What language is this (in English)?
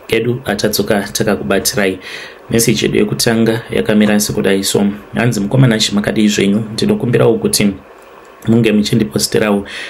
Shona